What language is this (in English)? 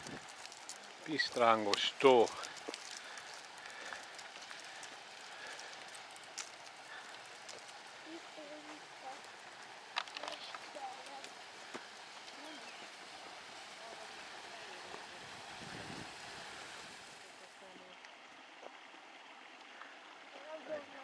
Hungarian